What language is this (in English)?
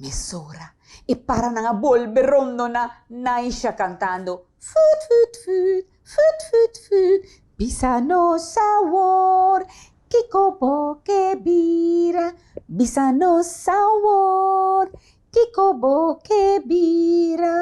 Papiamento